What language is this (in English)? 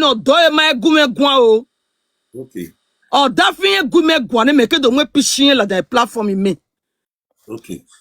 Nigerian Pidgin